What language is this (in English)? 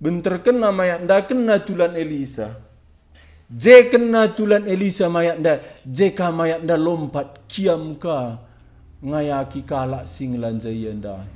Batak Karo